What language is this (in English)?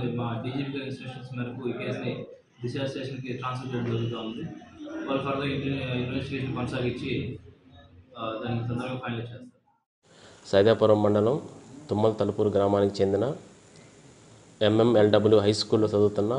Telugu